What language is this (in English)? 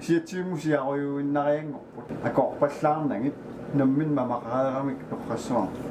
Kalaallisut